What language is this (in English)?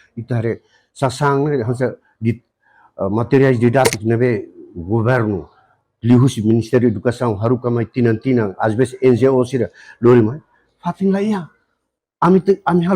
Tetum